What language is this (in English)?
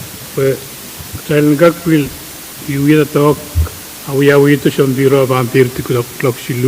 Pohnpeian